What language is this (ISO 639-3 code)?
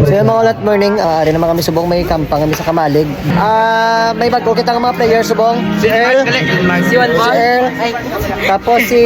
hil